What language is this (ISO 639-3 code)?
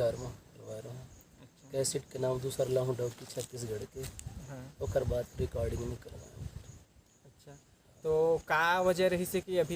hne